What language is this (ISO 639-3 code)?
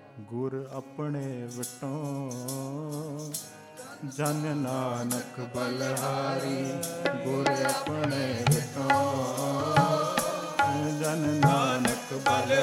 pan